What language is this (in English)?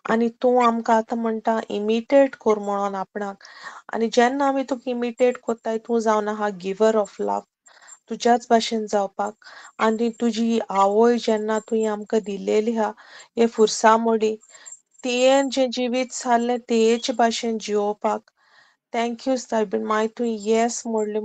Konkani